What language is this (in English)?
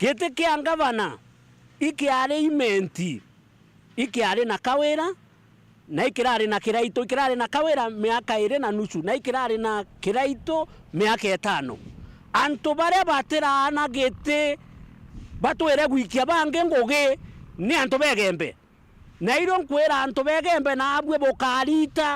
Meru